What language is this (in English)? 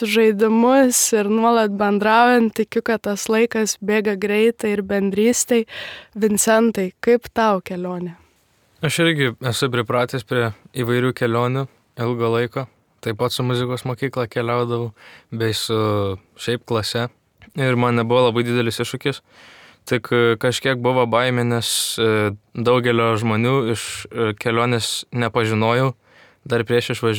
Lithuanian